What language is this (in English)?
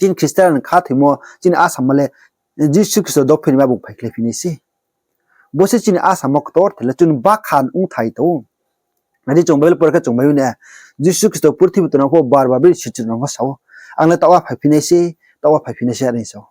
Riang (India)